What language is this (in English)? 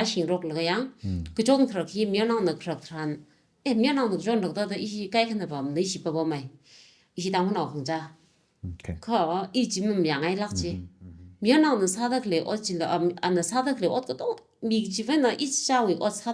Tangkhul Naga (India)